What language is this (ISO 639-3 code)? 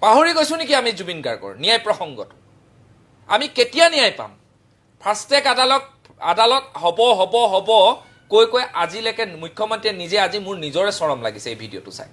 asm